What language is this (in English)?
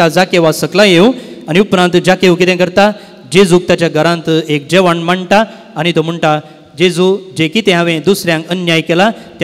Konkani